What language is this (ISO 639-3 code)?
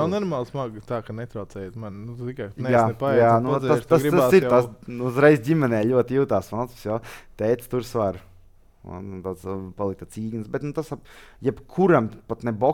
lav